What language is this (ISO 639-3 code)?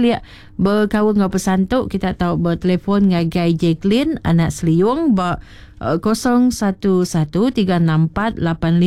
iba